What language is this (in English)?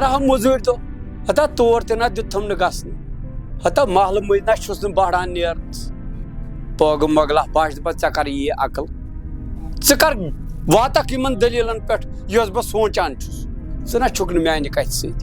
Kashmiri